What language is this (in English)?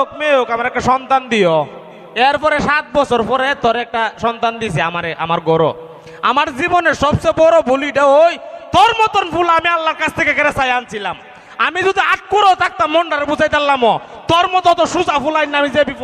Sylheti